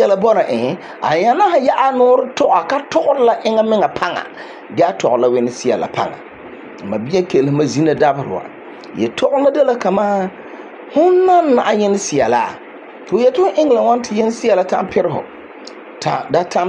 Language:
Frafra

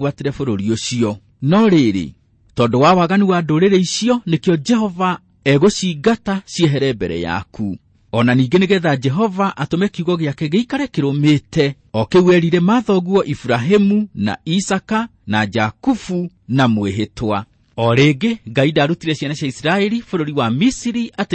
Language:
Kikuyu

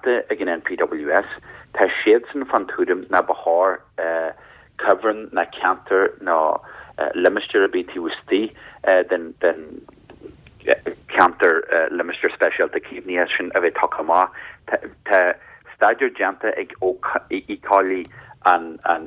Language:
Irish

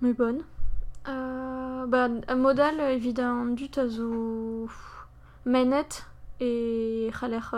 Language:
Breton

